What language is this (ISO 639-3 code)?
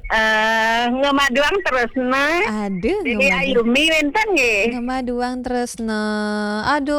ban